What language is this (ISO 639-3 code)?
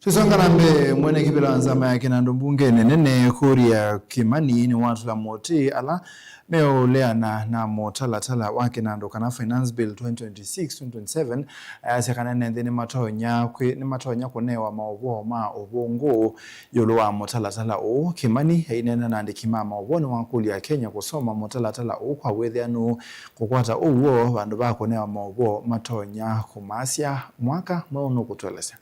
kam